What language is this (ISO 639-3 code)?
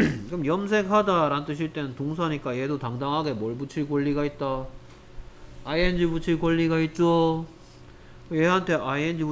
kor